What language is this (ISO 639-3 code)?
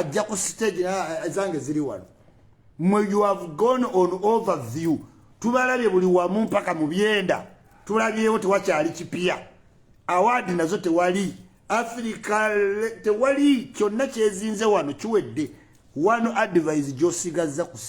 lug